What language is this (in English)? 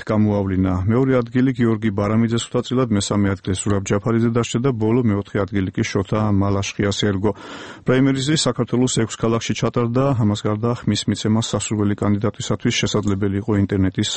Georgian